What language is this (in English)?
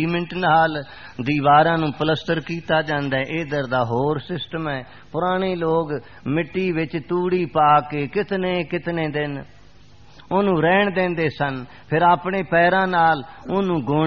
Punjabi